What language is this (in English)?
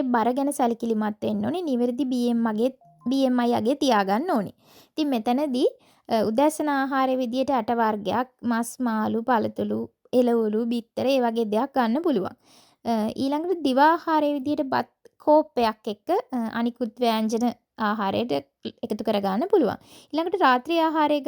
Sinhala